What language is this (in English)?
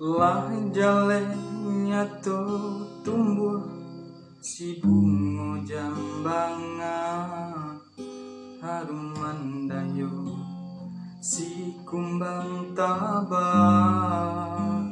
Minangkabau